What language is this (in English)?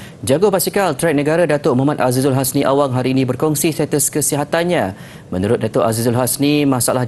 Malay